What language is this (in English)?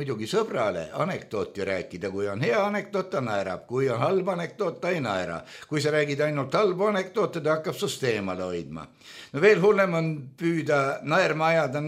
Estonian